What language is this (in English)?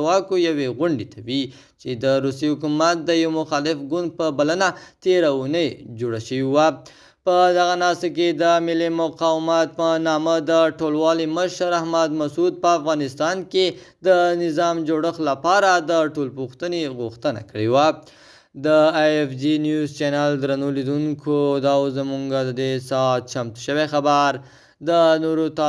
Pashto